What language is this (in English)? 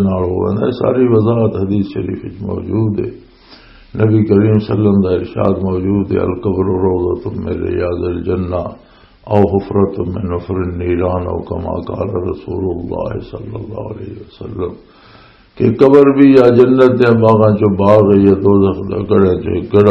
Western Panjabi